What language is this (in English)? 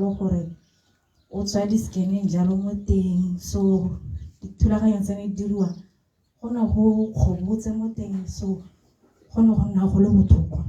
Tswana